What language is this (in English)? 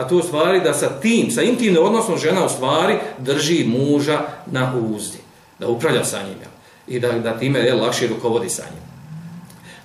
Bosnian